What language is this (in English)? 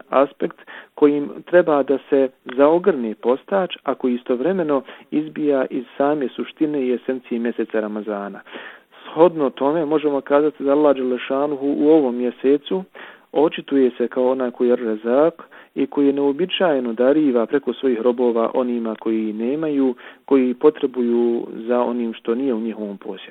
Bosnian